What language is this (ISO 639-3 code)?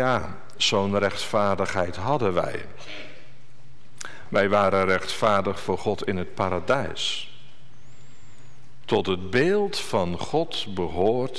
nld